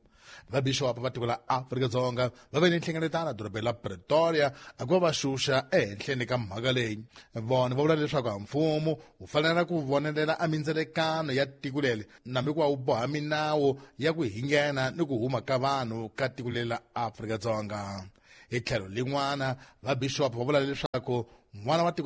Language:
Tsonga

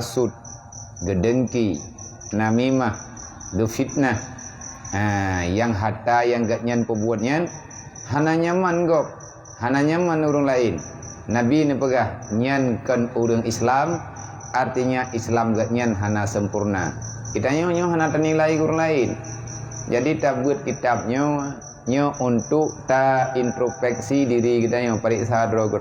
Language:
Achinese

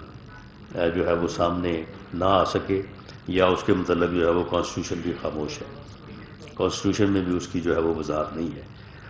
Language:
Urdu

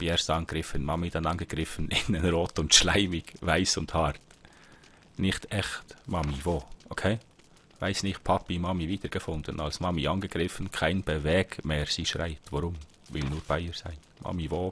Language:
Swiss German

